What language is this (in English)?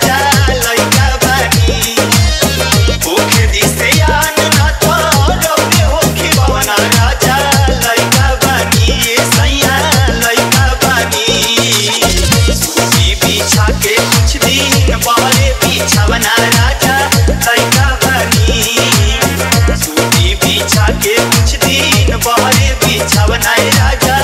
Bhojpuri